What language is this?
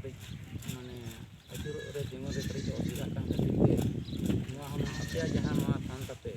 Santali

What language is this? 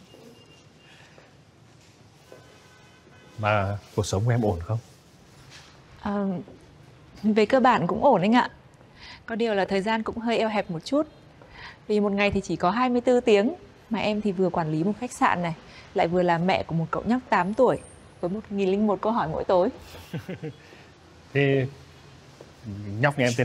Vietnamese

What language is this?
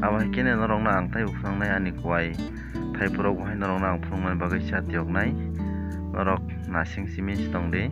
Kok Borok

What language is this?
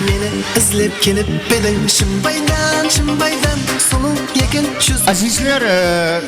Kara-Kalpak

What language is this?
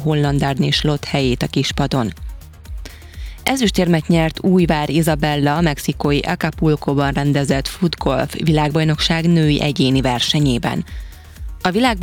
Hungarian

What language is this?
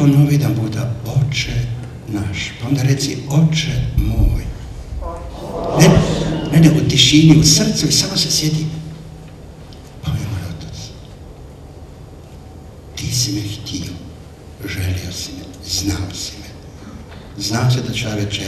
Croatian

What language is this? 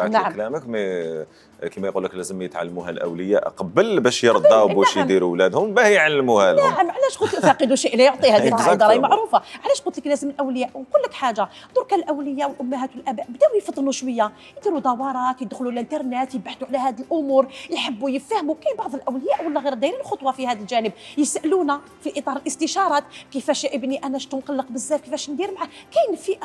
Algerian Arabic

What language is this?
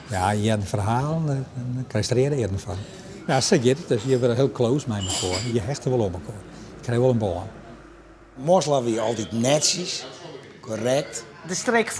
Western Frisian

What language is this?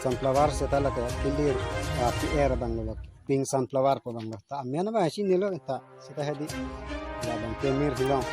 Karbi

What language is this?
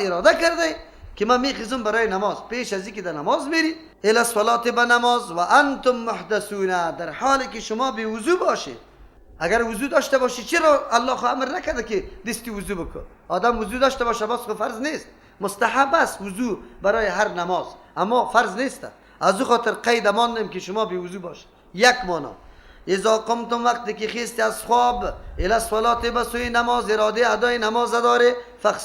Persian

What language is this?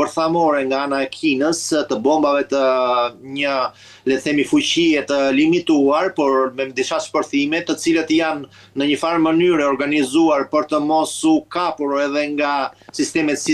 Albanian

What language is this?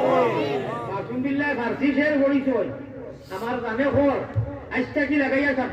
Sylheti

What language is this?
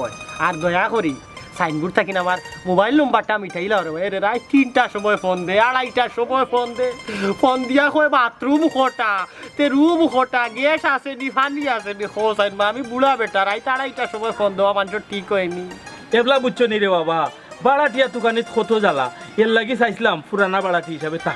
Sylheti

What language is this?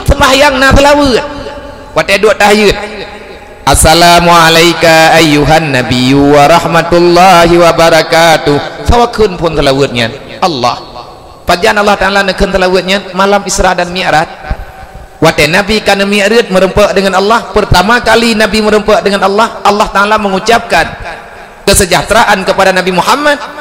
Achinese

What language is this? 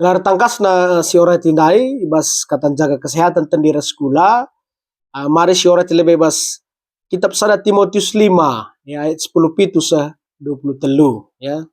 Batak Karo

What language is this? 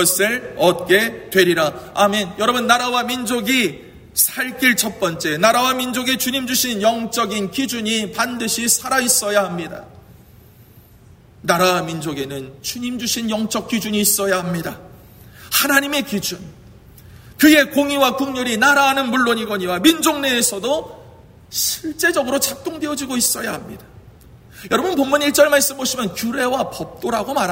Korean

